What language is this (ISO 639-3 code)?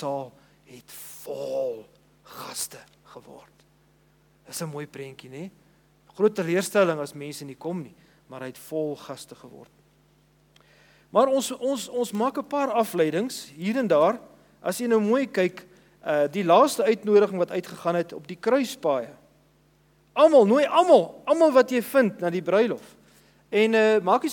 afr